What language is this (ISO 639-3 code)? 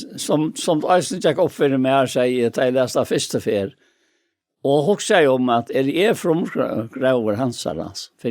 fao